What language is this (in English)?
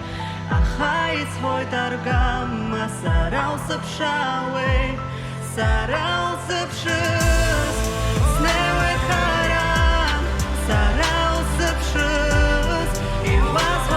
Abkhazian